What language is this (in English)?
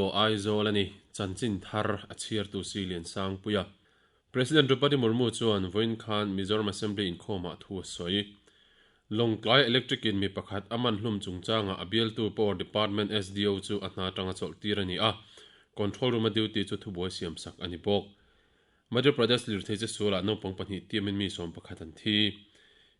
Mizo